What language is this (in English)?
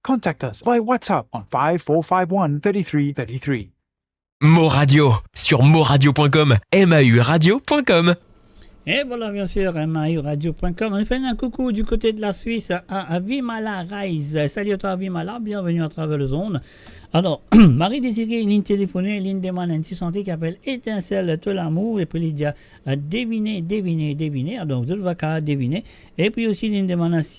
Morisyen